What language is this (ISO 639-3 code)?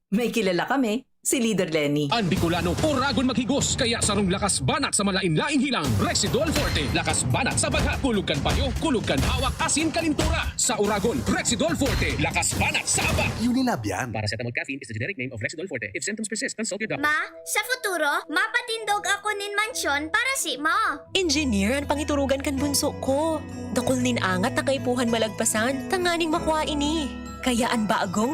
bik